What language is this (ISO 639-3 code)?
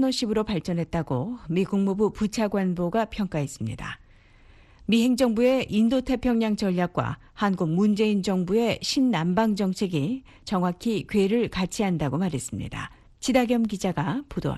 kor